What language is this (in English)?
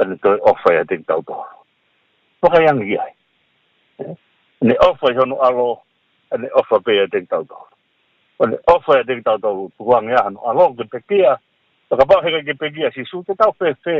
Tongan